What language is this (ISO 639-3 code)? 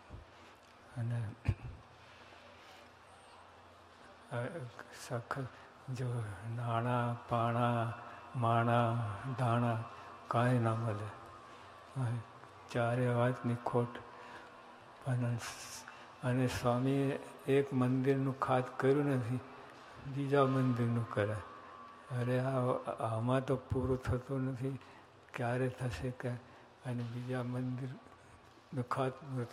guj